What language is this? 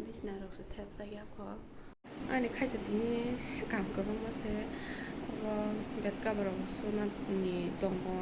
Kok Borok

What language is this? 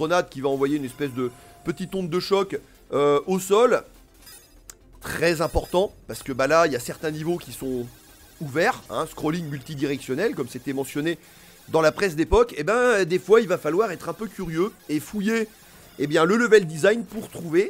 French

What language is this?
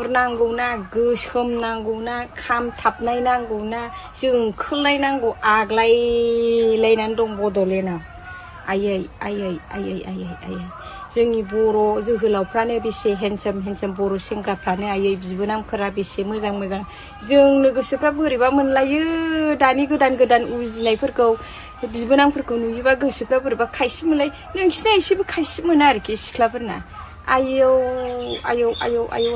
Bodo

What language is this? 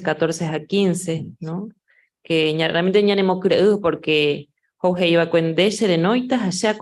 Guarani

